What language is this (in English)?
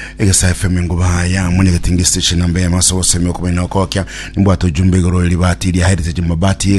Gusii